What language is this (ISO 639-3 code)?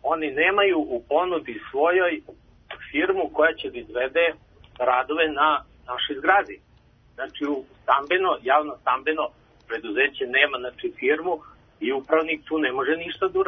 srp